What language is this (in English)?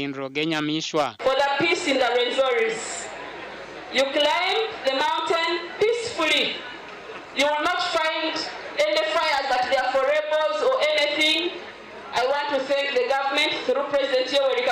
Nyankole